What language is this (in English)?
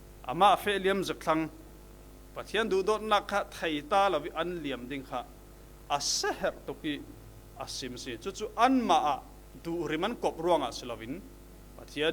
Falam Chin